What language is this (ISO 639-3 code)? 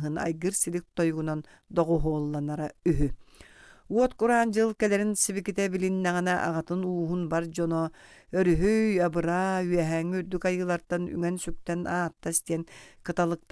sah